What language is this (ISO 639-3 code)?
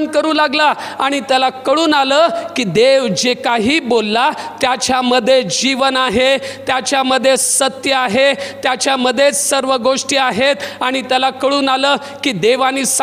mar